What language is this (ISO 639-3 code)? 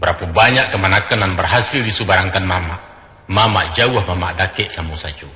min